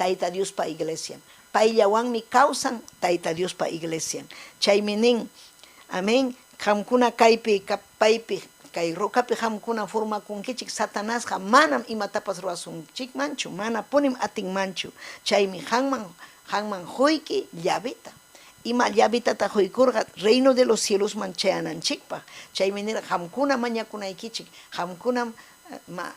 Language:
Ayacucho Quechua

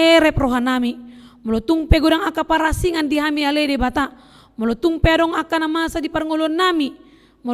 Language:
Batak Toba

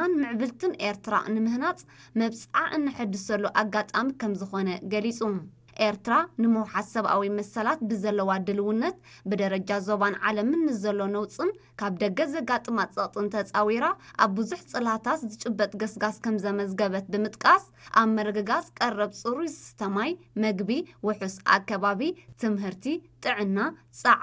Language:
Tigrinya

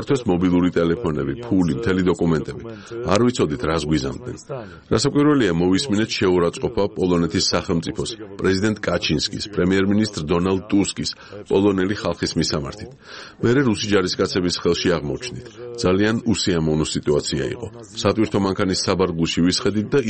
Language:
Georgian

